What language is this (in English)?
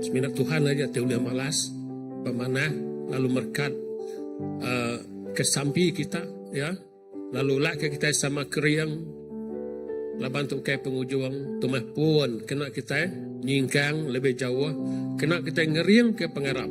Iban